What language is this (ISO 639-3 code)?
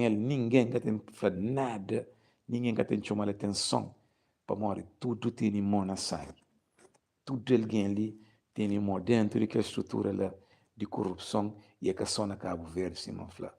kea